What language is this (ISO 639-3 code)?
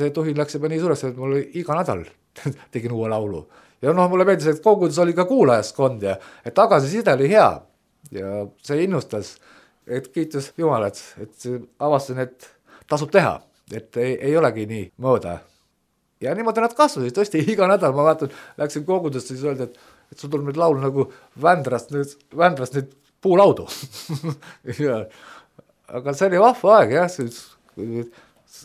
est